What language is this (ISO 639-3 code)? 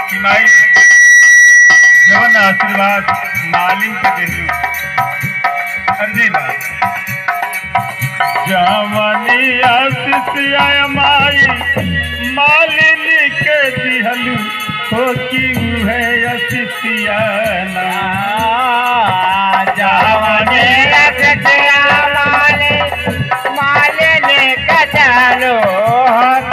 bho